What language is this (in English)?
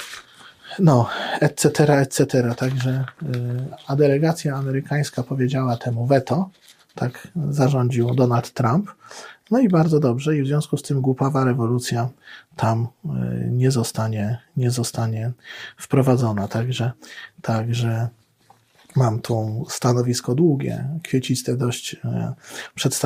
Polish